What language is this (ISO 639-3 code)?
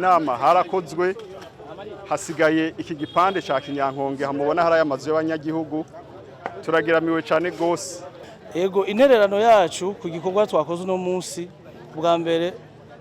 run